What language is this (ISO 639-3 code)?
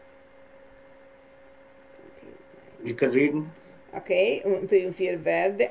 ron